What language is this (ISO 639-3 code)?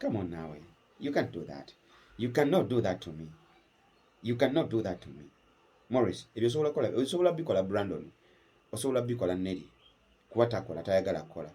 lug